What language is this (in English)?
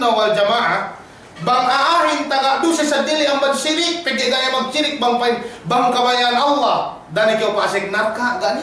Yakan